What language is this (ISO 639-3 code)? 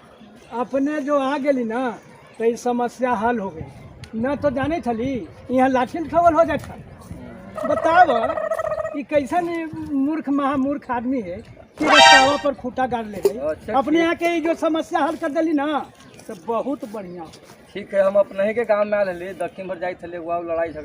mag